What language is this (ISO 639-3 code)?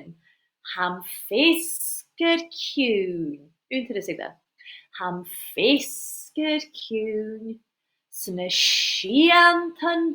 gla